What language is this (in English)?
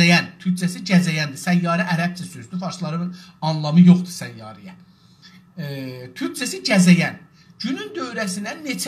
South Azerbaijani